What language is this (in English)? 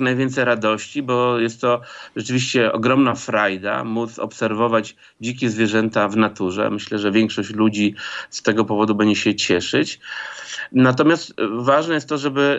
Polish